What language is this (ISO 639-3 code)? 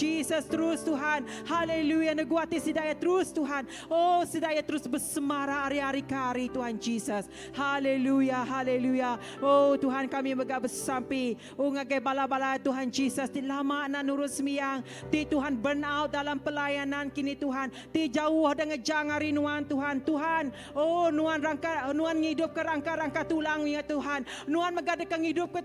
iba